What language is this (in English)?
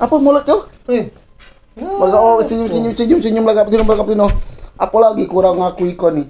Musi